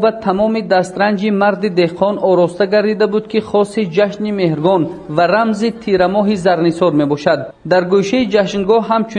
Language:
Tajik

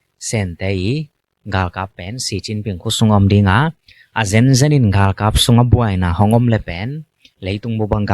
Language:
Tedim Chin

